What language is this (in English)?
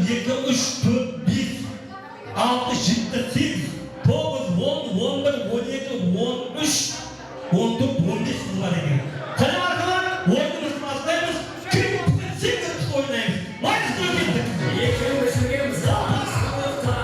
Kara-Kalpak